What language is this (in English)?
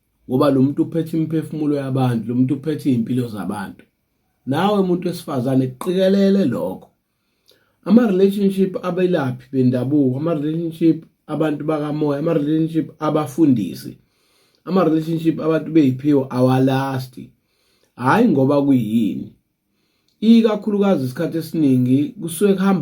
Zulu